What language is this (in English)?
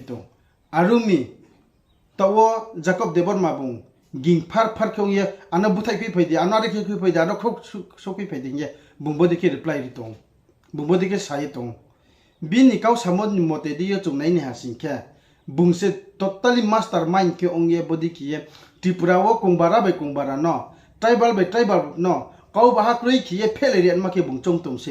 Riang (India)